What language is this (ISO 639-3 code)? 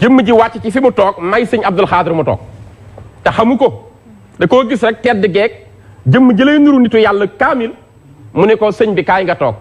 wol